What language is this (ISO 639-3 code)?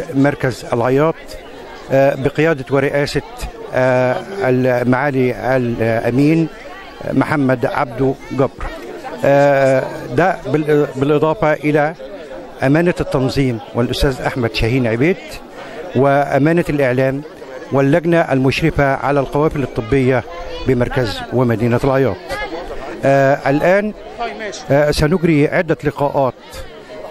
arz